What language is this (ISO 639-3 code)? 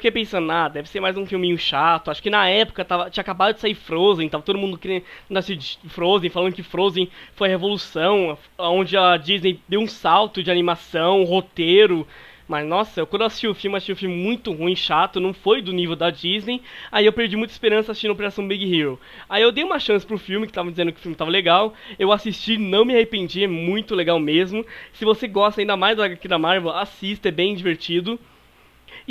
por